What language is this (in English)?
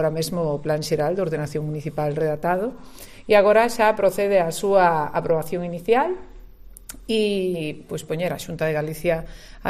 Galician